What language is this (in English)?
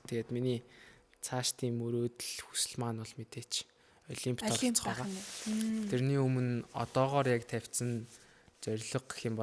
Mongolian